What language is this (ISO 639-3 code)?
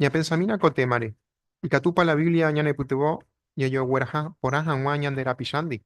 grn